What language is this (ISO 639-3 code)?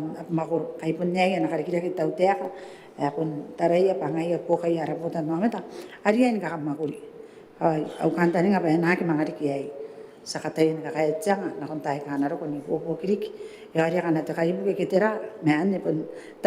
gil